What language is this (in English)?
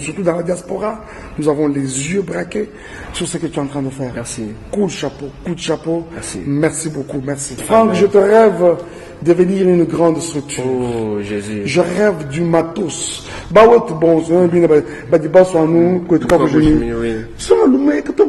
Luba-Lulua